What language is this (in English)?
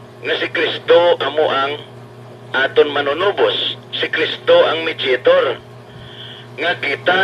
Hiligaynon